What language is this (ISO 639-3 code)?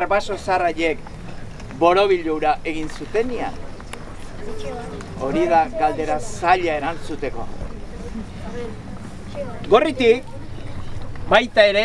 eus